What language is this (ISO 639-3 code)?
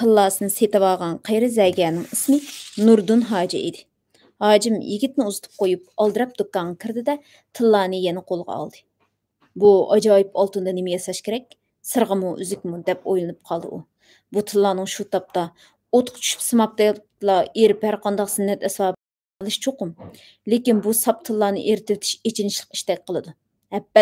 uig